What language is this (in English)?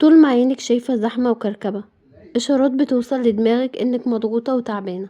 Egyptian Arabic